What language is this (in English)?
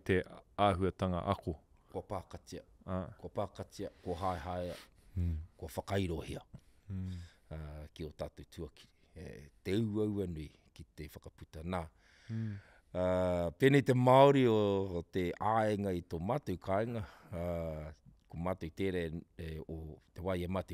Māori